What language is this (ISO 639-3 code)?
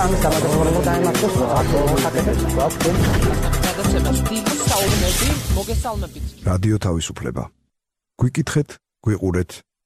kat